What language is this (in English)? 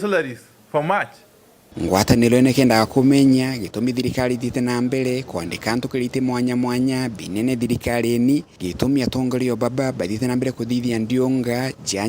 Meru